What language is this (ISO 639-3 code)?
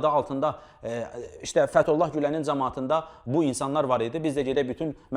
aze